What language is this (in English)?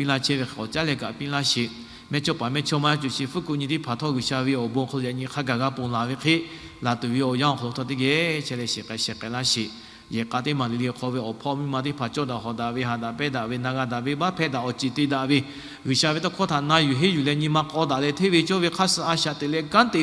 Lahu